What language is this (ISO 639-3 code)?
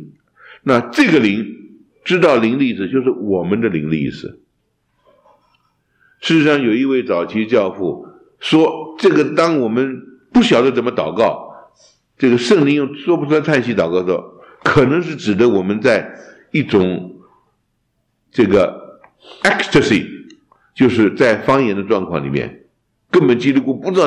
zho